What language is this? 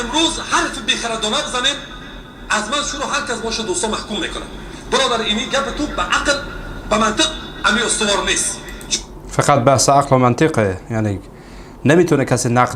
Persian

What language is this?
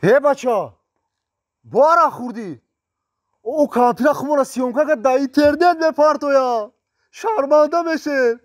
Tajik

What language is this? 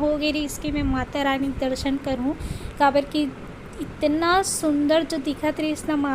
Chhattisgarhi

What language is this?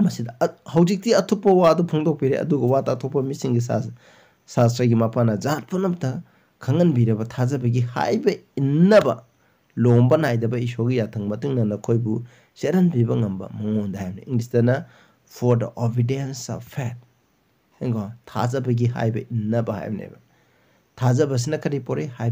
Manipuri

